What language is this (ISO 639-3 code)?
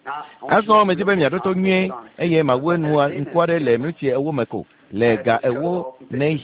ewe